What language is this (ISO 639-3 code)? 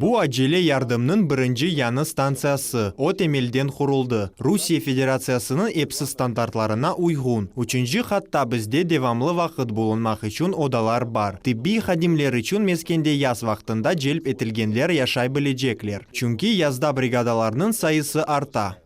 crh